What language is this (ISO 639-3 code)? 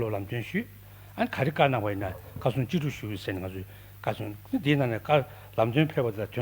bod